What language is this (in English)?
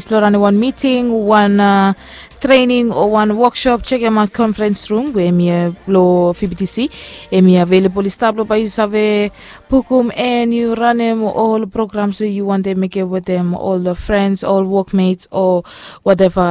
Bislama